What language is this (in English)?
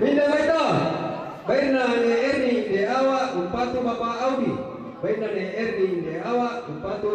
Toraja-Sa'dan